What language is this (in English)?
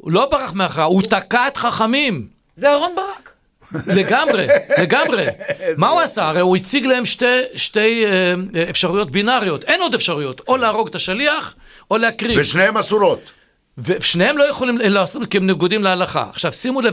Hebrew